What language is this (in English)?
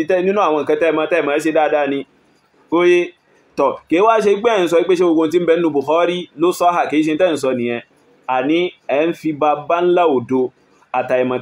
Yoruba